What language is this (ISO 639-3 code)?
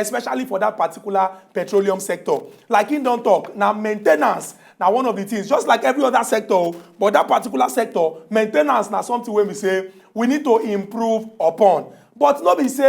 pcm